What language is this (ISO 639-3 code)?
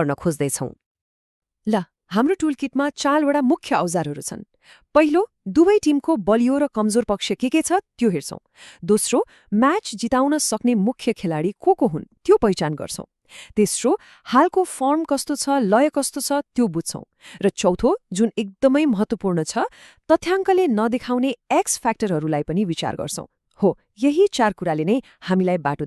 nep